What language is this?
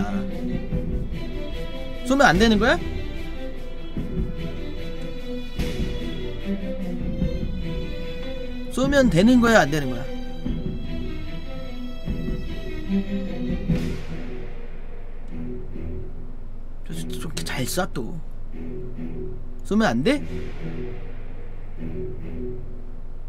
Korean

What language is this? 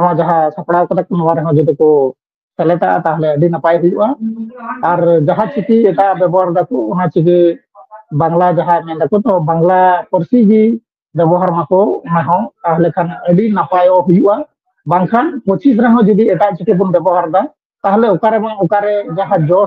Santali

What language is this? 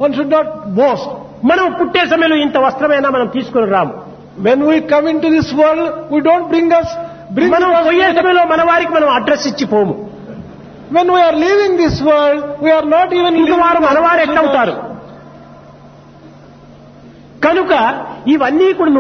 Telugu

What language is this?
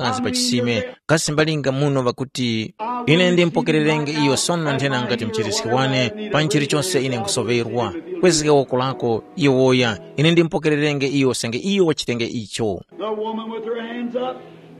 Tumbuka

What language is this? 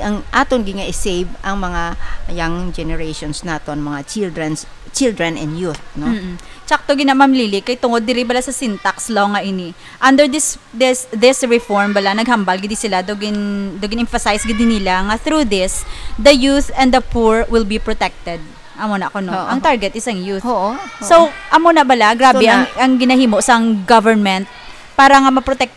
Hiligaynon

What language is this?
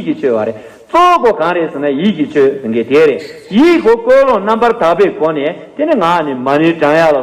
Tibetan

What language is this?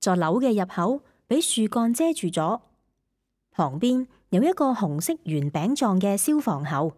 Cantonese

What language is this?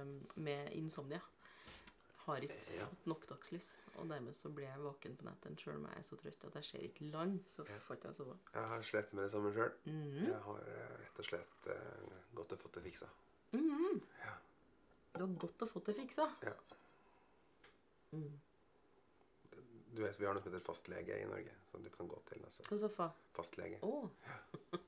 Norwegian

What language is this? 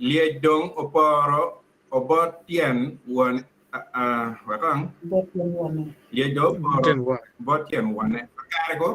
Acoli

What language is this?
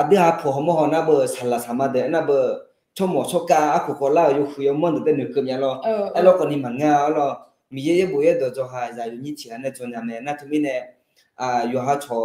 Akha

